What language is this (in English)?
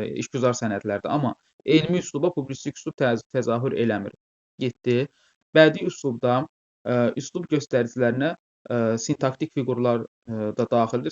Azerbaijani